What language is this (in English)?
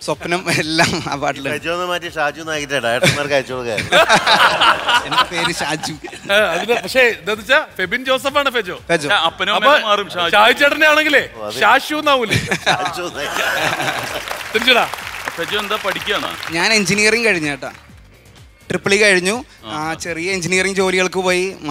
Malayalam